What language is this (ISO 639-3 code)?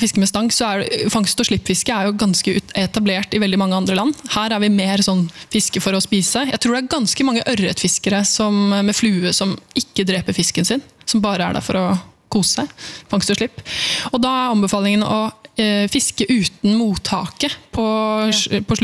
nor